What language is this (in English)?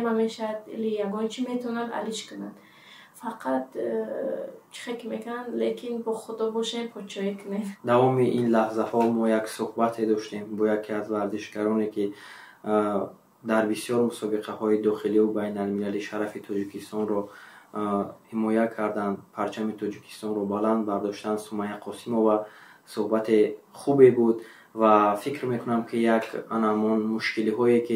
Tajik